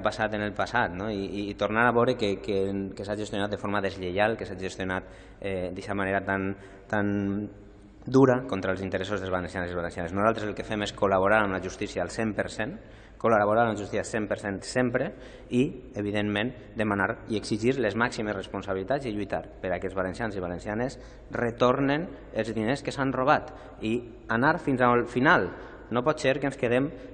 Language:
Catalan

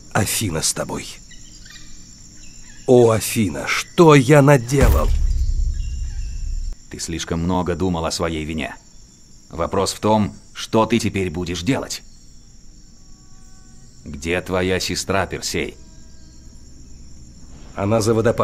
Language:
Russian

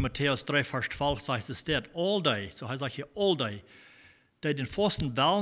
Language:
Plautdietsch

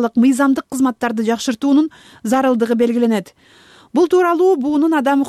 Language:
Kyrgyz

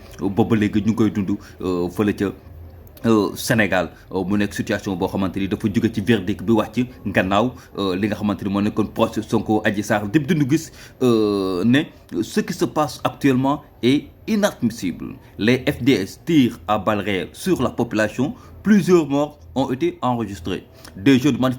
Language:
Wolof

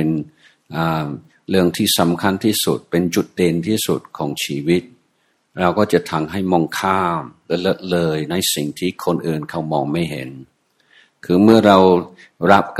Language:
Thai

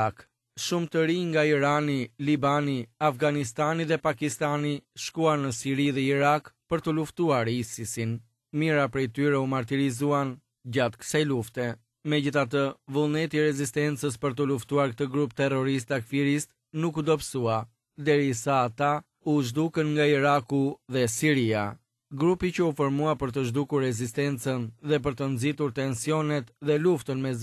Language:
Albanian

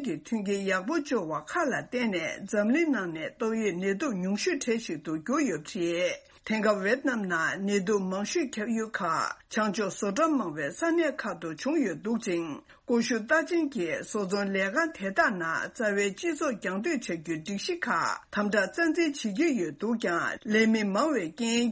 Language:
Tibetan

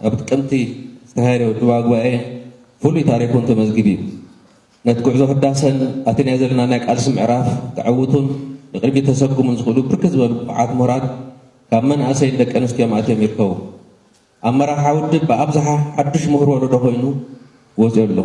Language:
Tigrinya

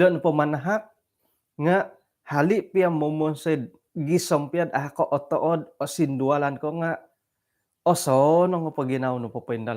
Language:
Central Dusun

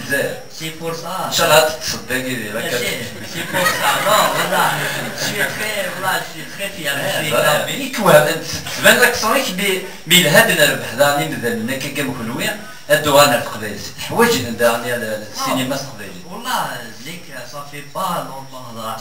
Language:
Kabyle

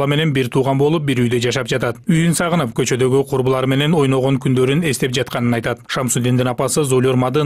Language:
Kyrgyz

